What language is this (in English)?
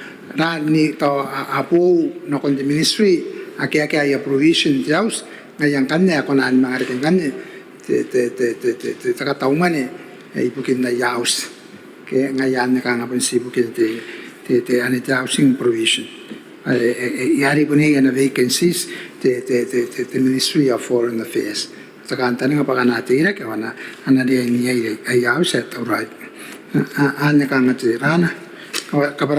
Gilbertese